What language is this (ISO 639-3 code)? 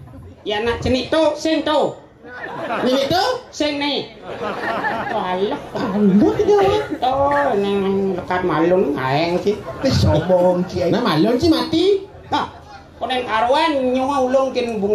ban